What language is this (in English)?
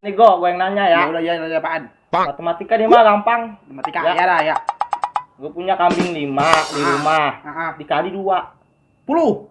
Betawi